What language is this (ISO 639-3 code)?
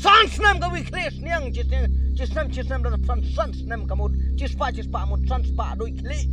kha